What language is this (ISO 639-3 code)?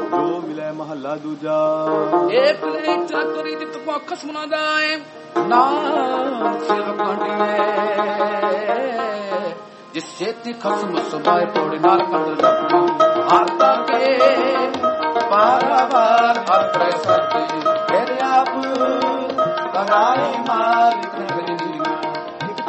pan